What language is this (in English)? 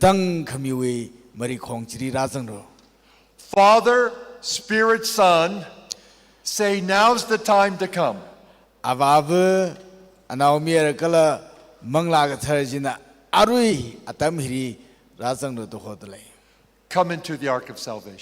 Tangkhul Naga (India)